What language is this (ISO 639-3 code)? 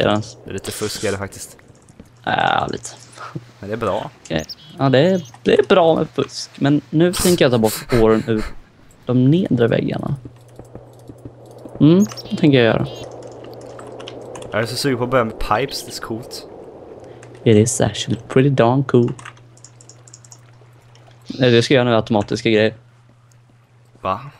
swe